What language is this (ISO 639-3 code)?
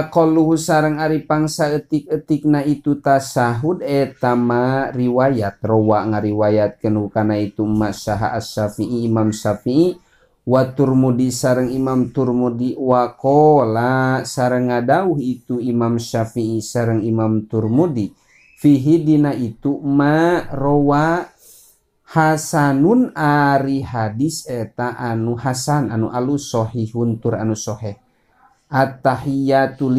sun